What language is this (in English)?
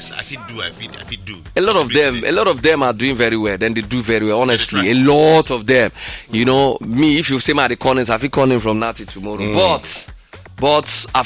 Nigerian Pidgin